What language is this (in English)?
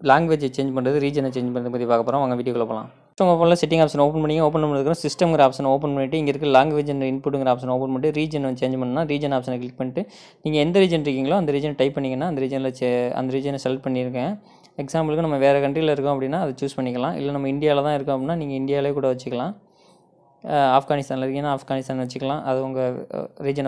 Tamil